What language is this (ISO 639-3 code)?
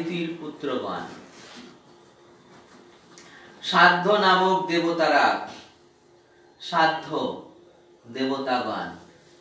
ben